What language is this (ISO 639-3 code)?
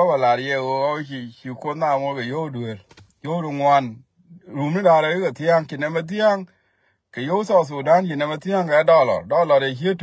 nus